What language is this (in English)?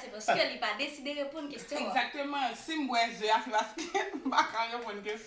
Haitian Creole